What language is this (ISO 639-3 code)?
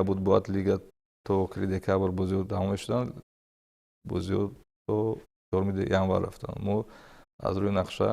tgk